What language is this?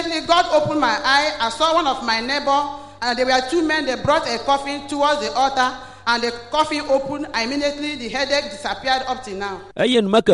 Ewe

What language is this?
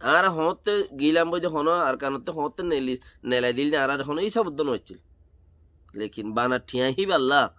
Rohingya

